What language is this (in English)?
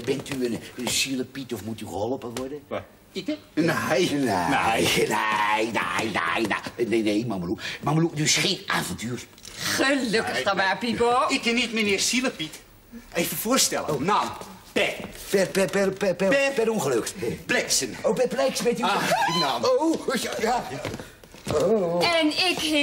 Dutch